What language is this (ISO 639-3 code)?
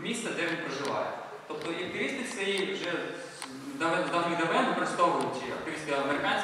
ukr